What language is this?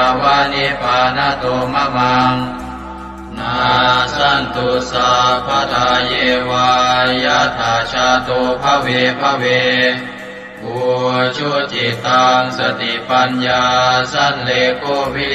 Pali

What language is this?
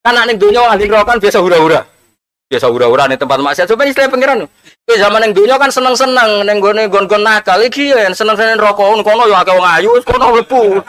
Javanese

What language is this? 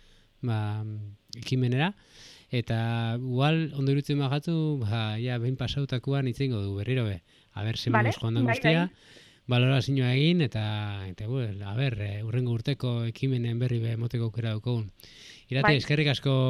Basque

